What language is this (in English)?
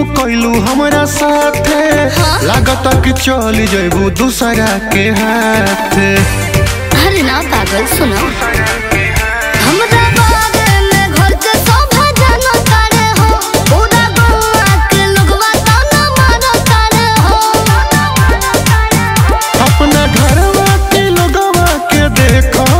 Bhojpuri